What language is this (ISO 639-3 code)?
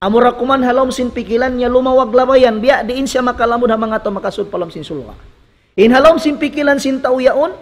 tsg